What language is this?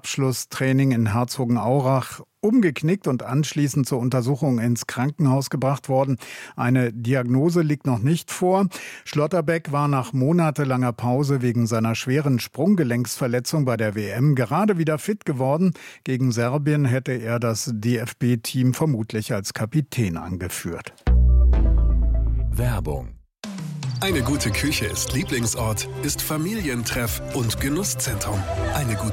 German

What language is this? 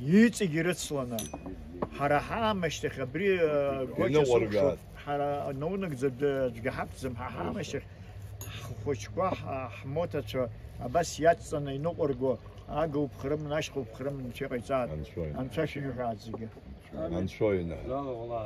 Abkhazian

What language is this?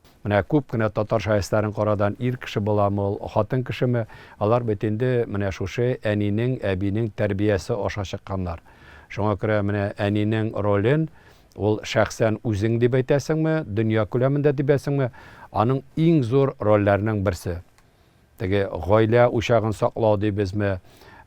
Tatar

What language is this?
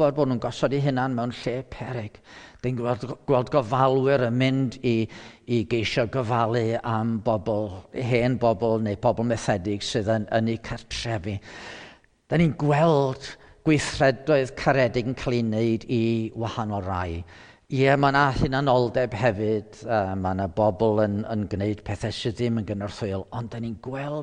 Welsh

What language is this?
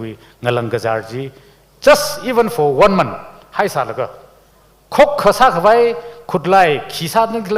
Tangkhul Naga (India)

